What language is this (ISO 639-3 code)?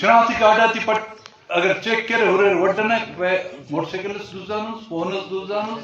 brh